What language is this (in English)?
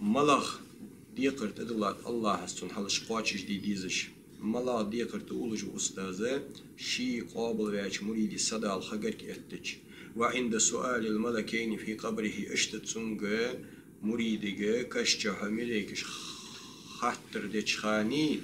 Ingush